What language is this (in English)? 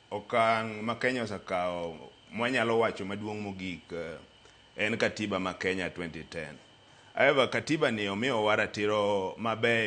Luo (Kenya and Tanzania)